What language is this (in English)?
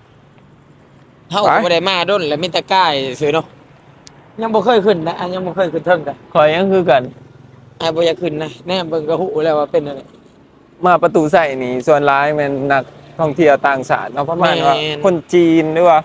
Lao